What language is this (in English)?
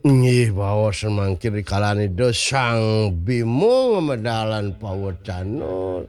Balinese